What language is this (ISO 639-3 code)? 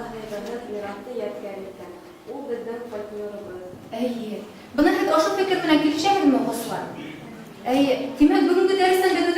bak